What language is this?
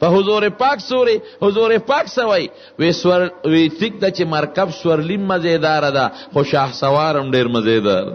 Pashto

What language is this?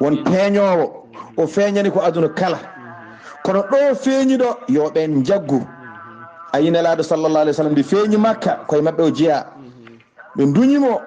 Fula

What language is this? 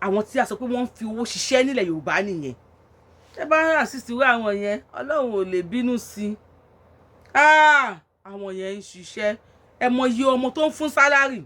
Yoruba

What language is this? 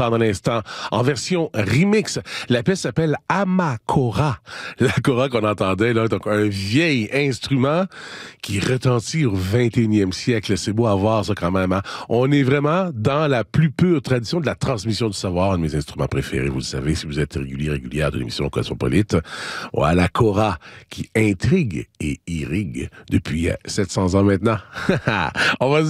French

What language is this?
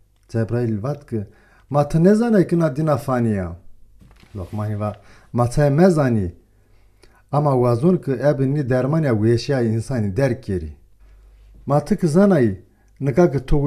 Zaza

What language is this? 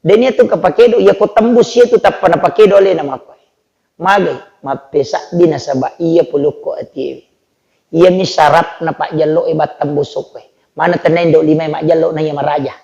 Buginese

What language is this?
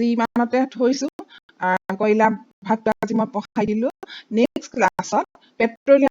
Assamese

